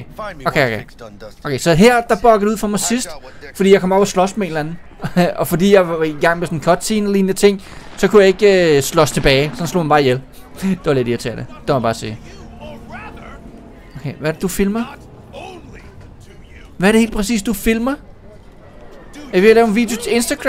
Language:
Danish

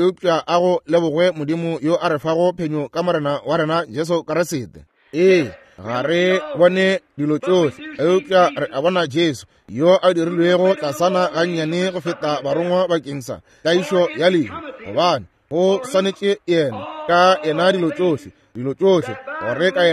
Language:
Northern Sotho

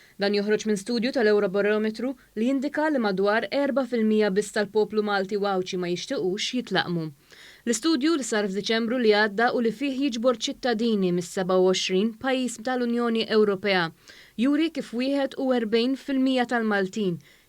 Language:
Maltese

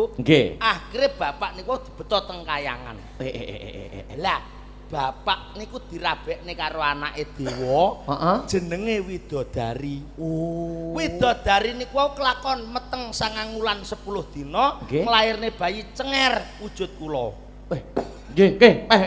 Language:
Javanese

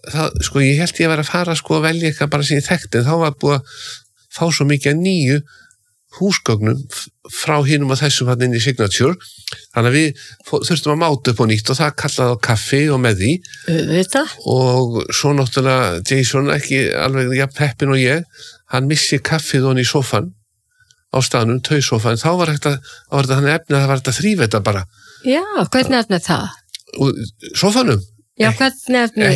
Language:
Icelandic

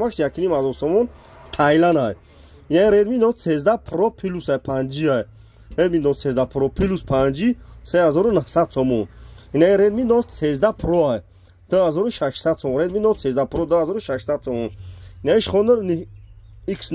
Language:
Tajik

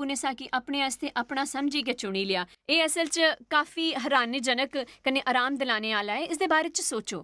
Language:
Dogri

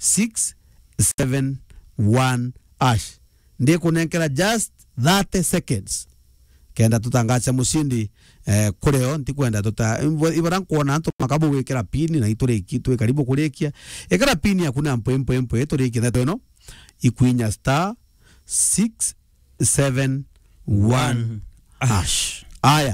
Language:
Meru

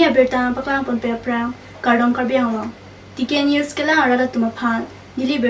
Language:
Karbi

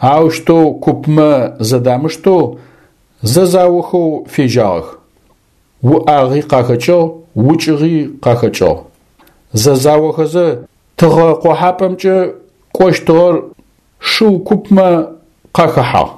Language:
Adyghe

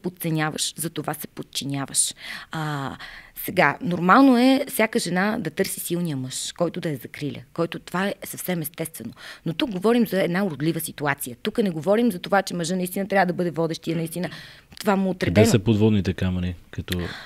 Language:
Bulgarian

